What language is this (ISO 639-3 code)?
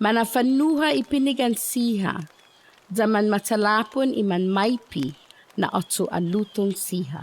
cha